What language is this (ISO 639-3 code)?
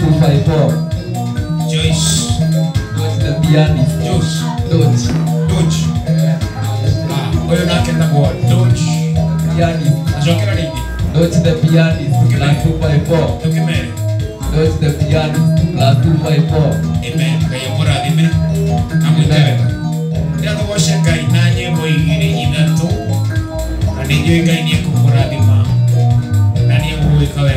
swa